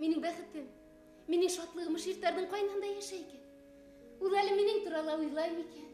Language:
Bashkir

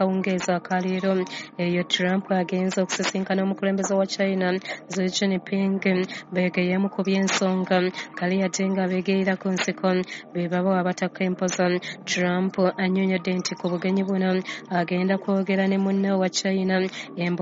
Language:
Ganda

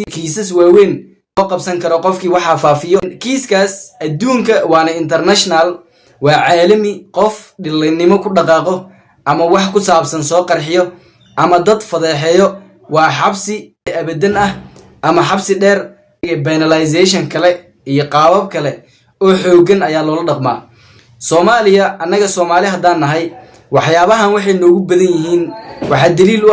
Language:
Somali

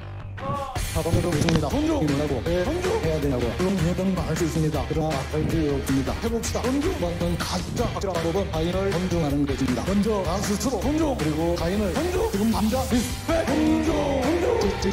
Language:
Korean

